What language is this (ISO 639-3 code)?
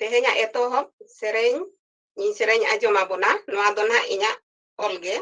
sat